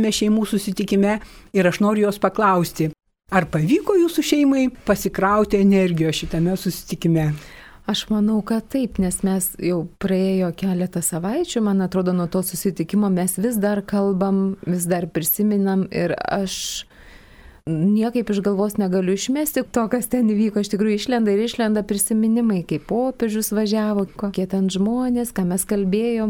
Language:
Lithuanian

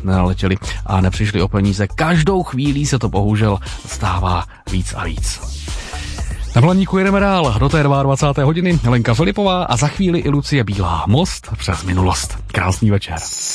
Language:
Czech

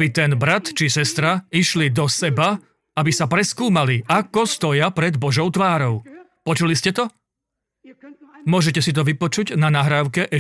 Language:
Slovak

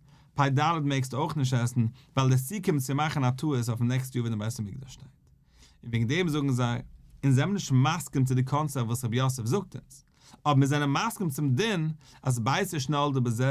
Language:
Yiddish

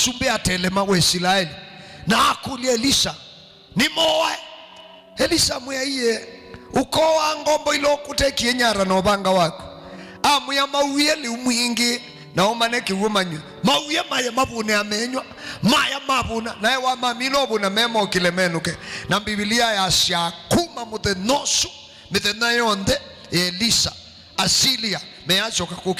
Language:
Kamba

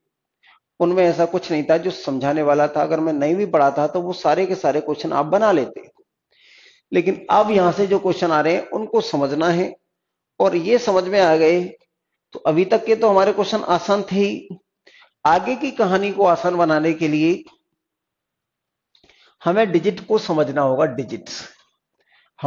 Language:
Hindi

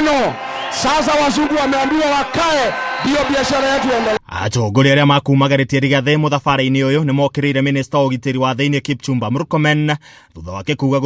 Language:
Kikuyu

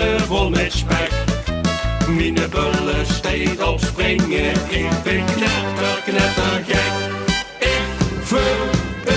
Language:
Limburgish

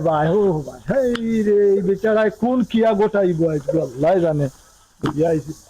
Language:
Sylheti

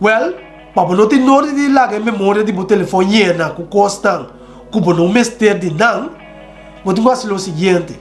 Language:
Papiamento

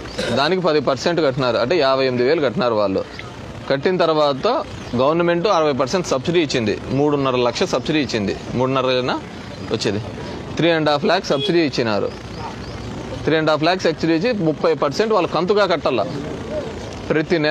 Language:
Telugu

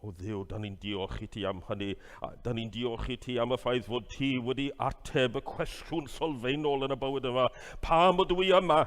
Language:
Welsh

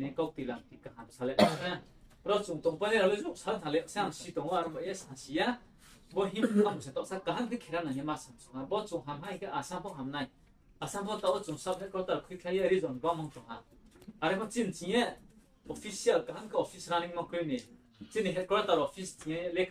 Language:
Riang (India)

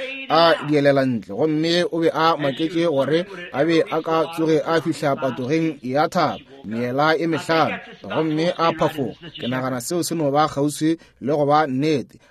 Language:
Northern Sotho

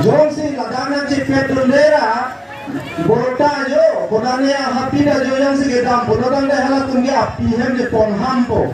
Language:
Karbi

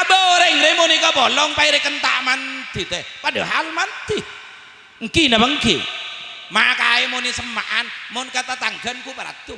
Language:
Madurese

